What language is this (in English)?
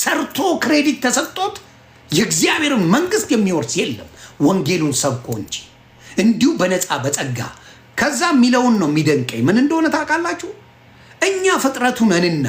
Amharic